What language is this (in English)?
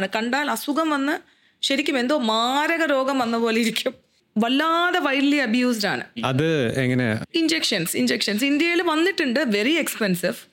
Malayalam